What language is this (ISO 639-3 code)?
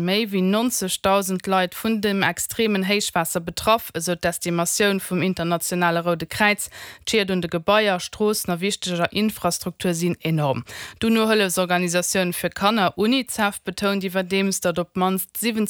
ltz